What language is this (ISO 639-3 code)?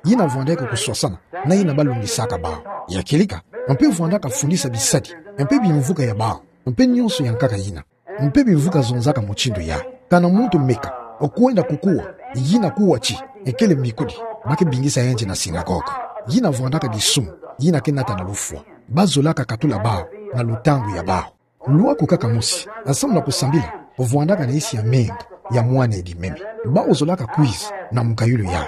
ktu